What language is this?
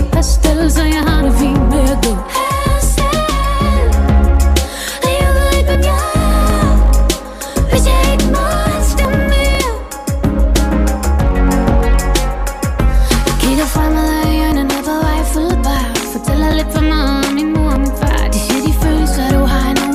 Danish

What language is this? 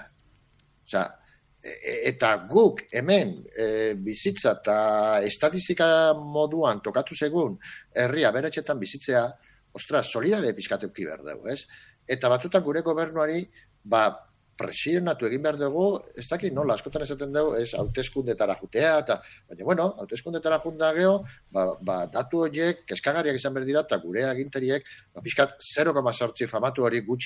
Basque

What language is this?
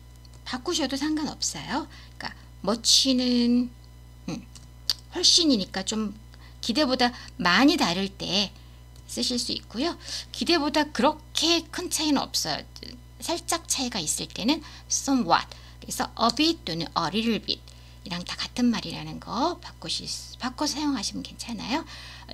Korean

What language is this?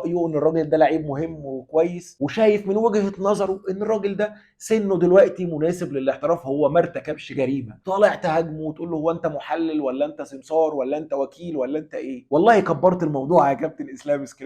Egyptian Arabic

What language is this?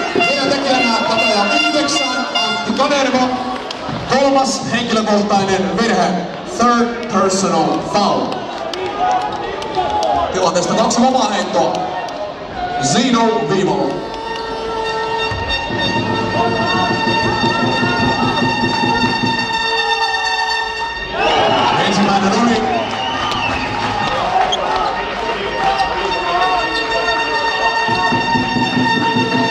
Finnish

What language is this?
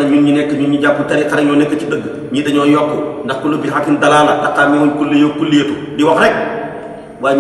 Wolof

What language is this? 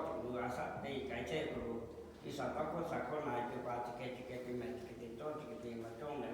Lahu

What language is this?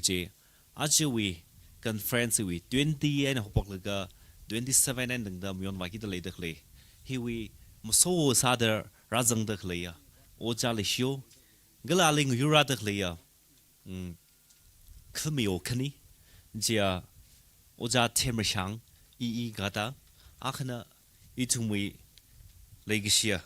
Tangkhul Naga (India)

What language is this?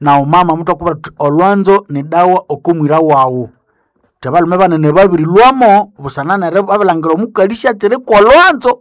Nande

